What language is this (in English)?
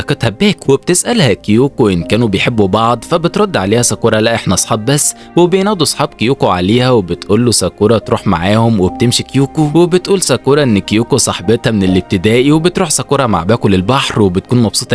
Egyptian Arabic